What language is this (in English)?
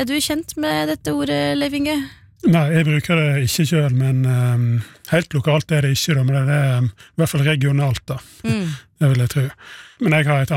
Norwegian